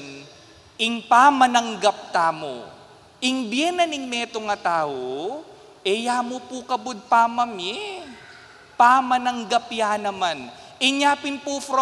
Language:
Pampanga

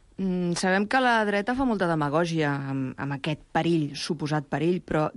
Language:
Catalan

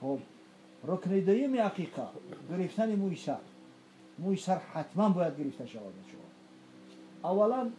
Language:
Tajik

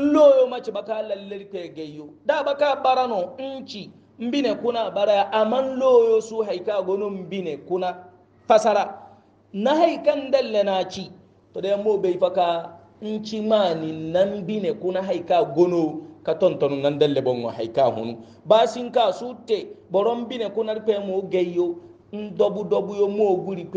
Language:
Hausa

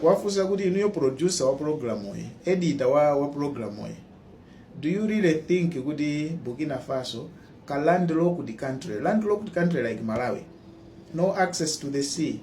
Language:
Nyanja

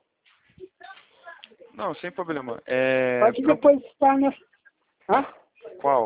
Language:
Portuguese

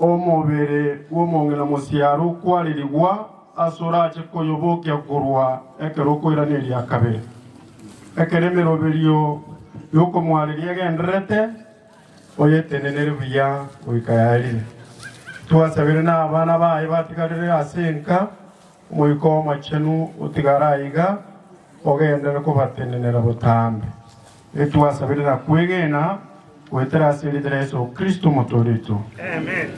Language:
Gusii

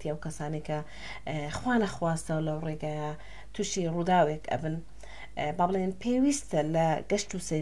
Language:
Central Kurdish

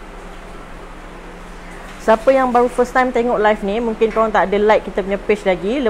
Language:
Malay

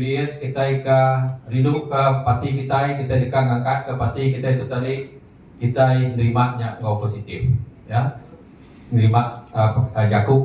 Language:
Iban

